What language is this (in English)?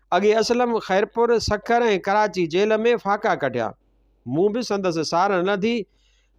Sindhi